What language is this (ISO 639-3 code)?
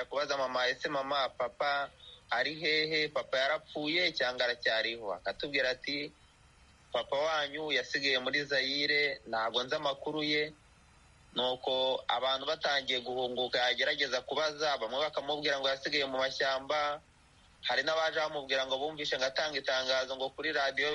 kin